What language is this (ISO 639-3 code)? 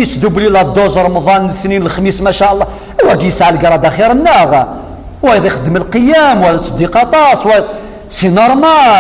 kab